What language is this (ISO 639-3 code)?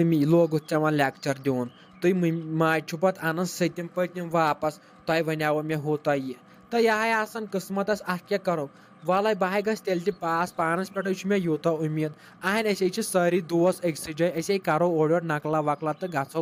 kas